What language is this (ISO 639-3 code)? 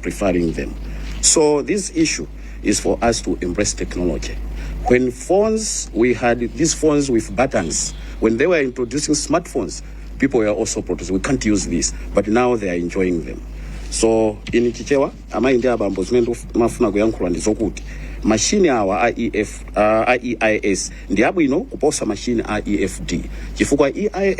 nya